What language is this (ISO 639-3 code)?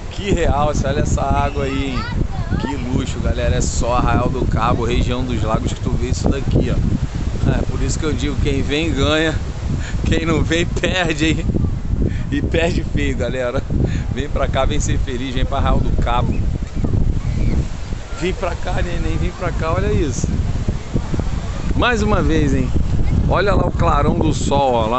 por